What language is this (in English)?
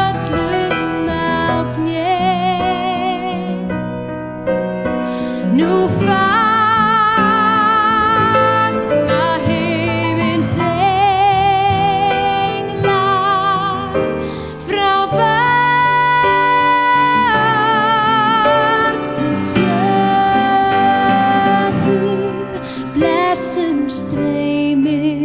Icelandic